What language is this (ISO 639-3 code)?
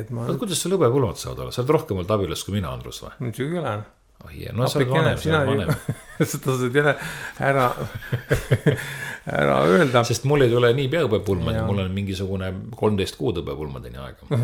est